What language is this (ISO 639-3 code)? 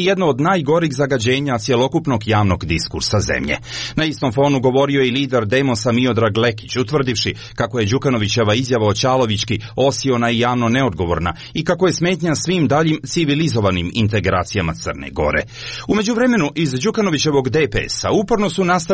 hrv